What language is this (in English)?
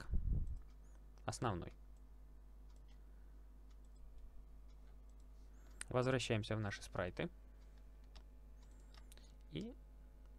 Russian